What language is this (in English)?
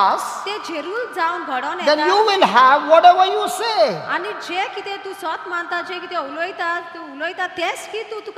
Konkani